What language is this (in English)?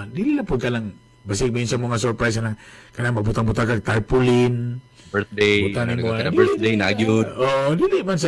Cebuano